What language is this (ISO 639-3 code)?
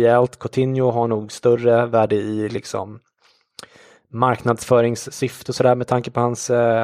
swe